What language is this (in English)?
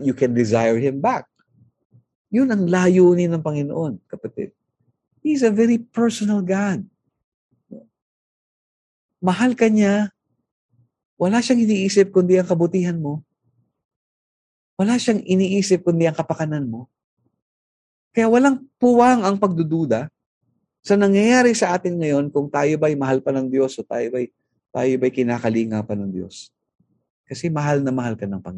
Filipino